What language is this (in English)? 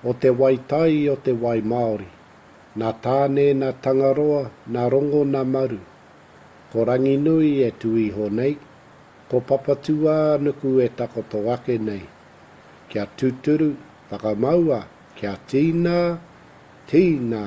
Māori